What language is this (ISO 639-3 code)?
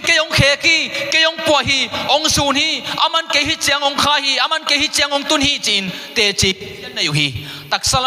ctd